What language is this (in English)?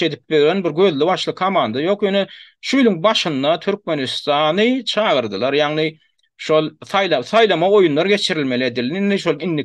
Turkmen